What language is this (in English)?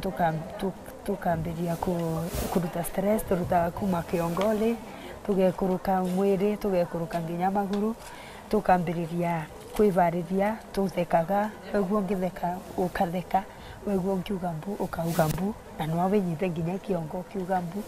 Meru